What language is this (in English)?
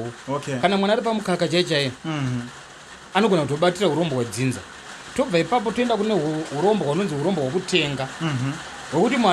Shona